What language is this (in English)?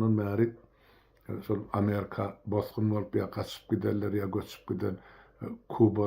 Turkmen